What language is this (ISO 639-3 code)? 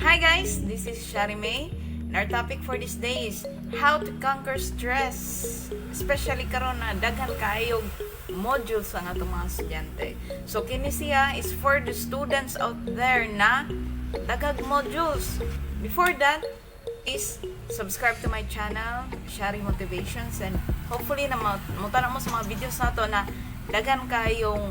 ceb